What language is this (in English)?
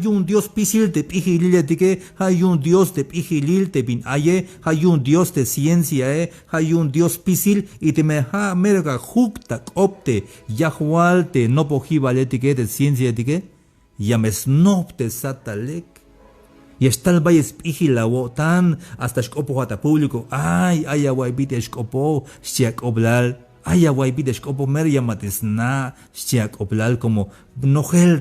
Tzeltal